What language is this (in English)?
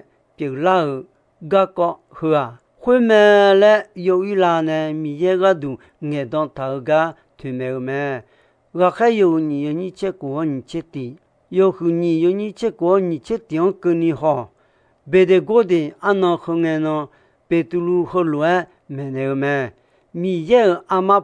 Akha